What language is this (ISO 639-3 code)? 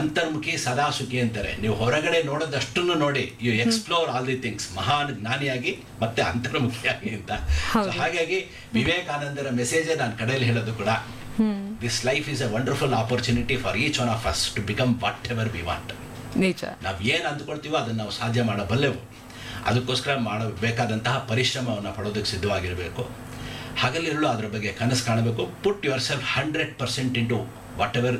kan